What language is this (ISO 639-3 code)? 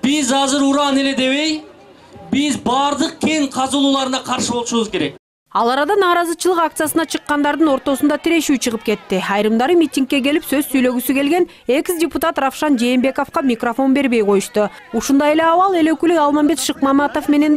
kir